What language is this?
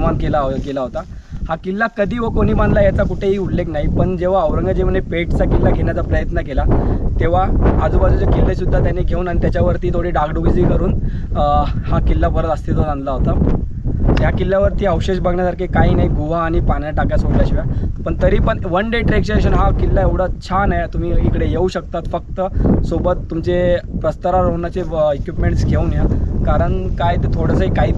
Marathi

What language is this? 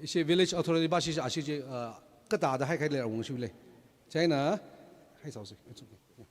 Tangkhul Naga (India)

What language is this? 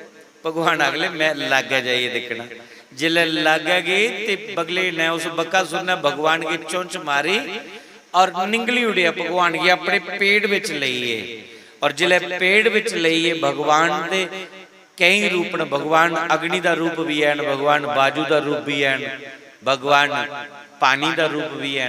Dogri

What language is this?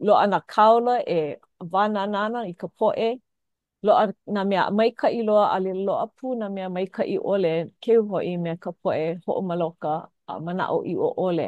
Hawaiian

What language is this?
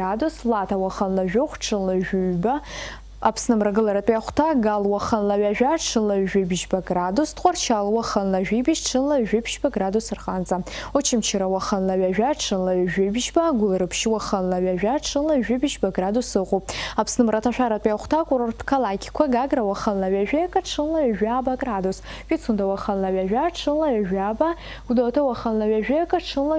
Abkhazian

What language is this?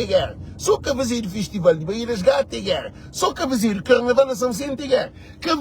Kabuverdianu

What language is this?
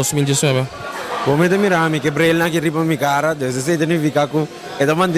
Papiamento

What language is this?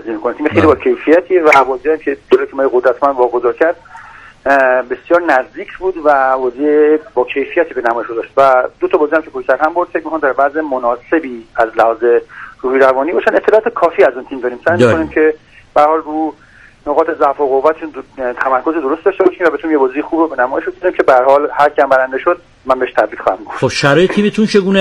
Persian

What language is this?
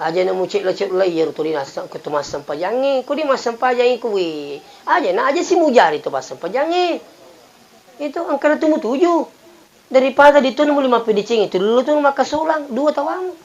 Buginese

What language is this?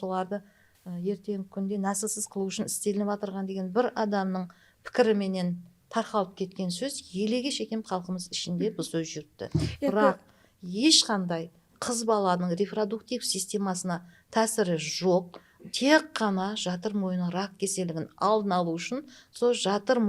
Kara-Kalpak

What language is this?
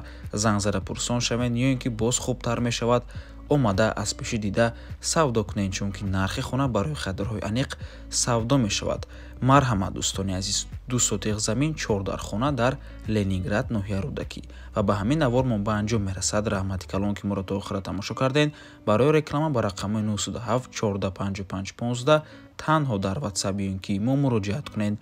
Tajik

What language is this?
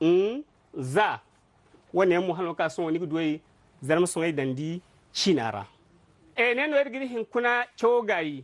Zarma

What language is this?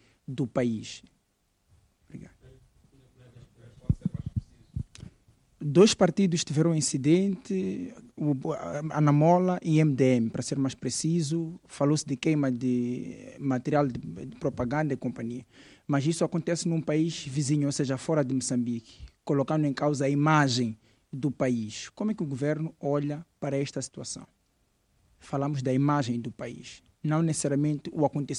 Portuguese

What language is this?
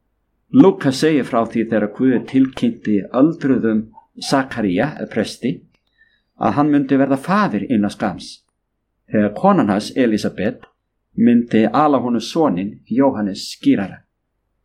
Icelandic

